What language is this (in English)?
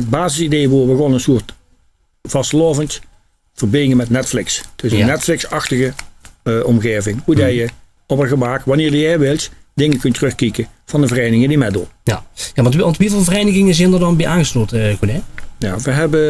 Limburgish